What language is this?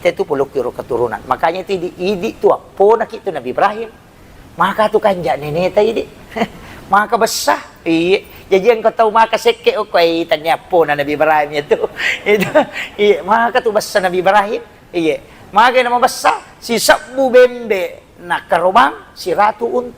Buginese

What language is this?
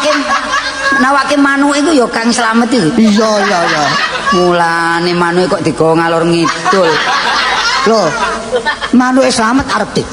Javanese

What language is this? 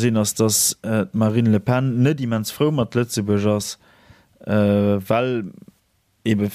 Luxembourgish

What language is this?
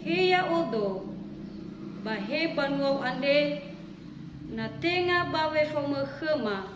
Nias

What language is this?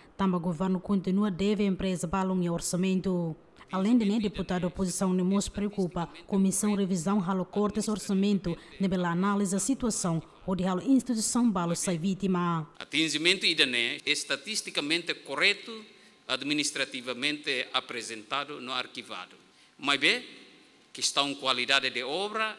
Tetum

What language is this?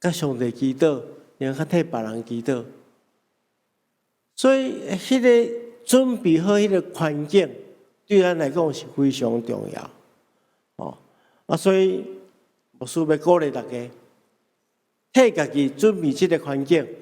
Min Nan Chinese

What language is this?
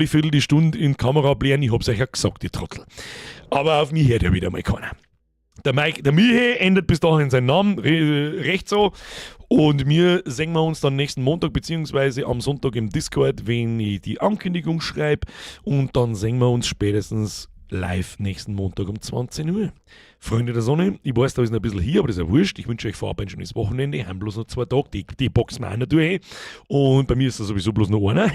Bavarian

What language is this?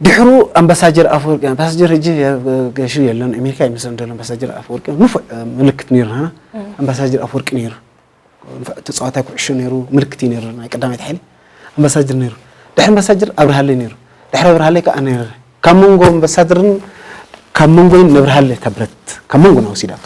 Tigrinya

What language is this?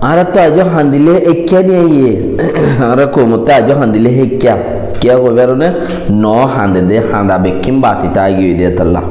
Rohingya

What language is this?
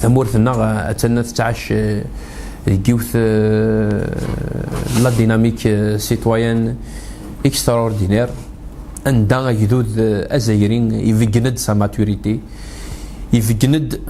Kabyle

